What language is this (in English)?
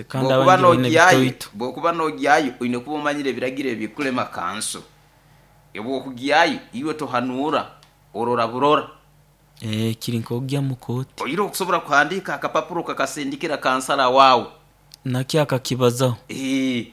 Nyoro